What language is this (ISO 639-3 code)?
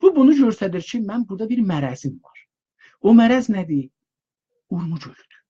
azb